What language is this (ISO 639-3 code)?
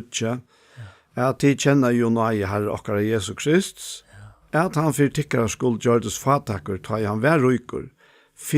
fao